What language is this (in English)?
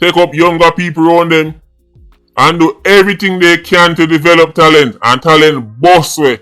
Jamaican Creole English